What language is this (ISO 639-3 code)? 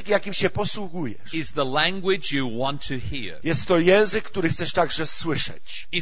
pol